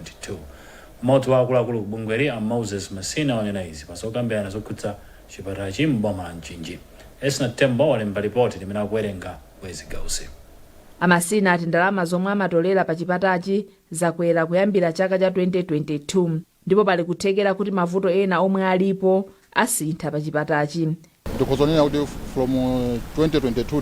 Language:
Nyanja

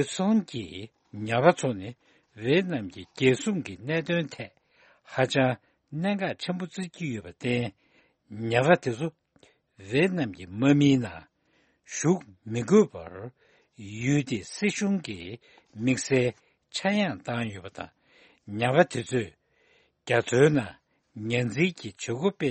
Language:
Tibetan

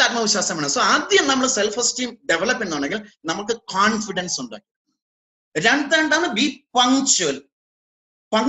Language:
Malayalam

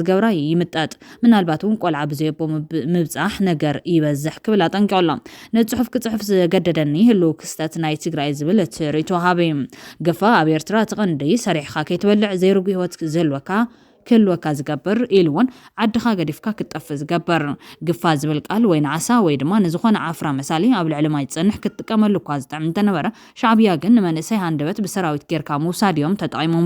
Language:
Tigrinya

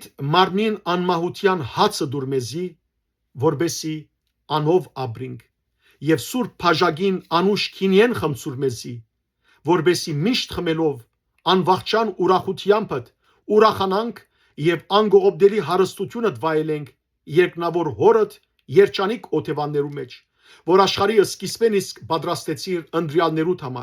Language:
Western Armenian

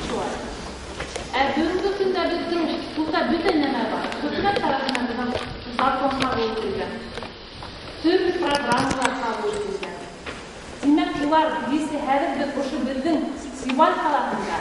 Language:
Bashkir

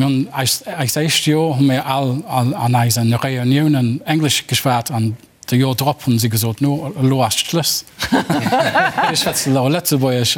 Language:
Luxembourgish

